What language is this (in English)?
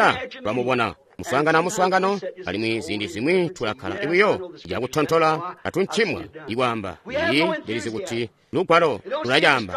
Tonga (Zambia)